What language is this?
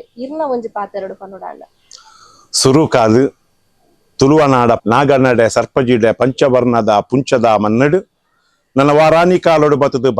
Tulu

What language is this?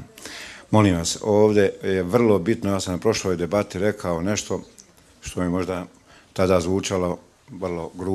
Bosnian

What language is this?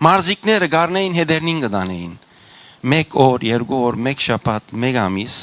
Western Armenian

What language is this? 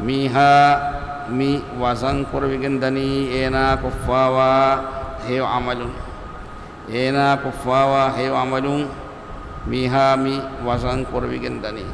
Divehi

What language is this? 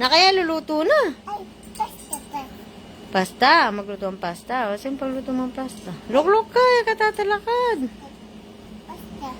Pampanga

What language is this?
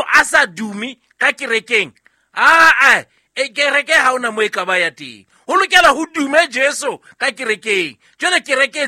Southern Sotho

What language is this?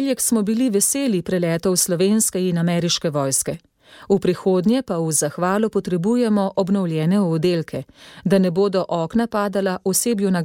Slovenian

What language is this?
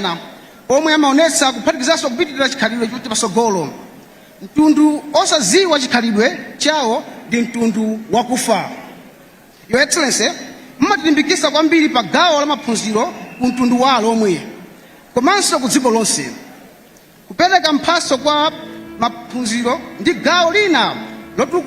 Nyanja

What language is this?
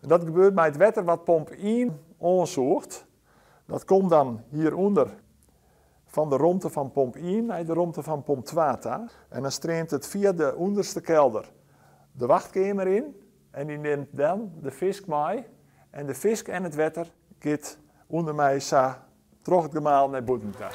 Western Frisian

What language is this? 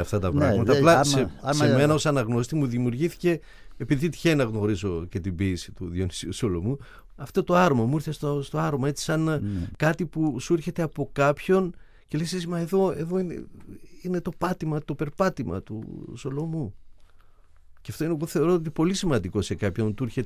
Greek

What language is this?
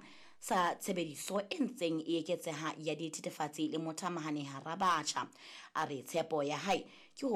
Southern Sotho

